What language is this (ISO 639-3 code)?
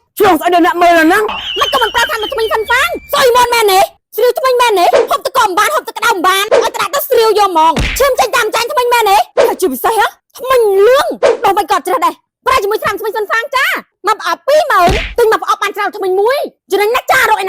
khm